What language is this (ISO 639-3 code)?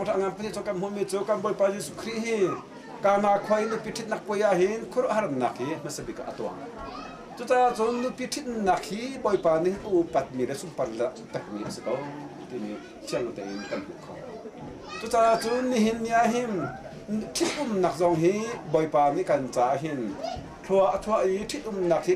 cnh